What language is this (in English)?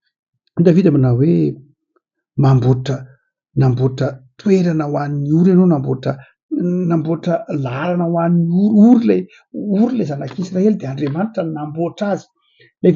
Malagasy